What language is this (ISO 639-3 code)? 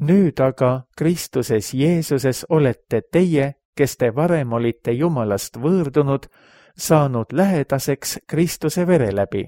est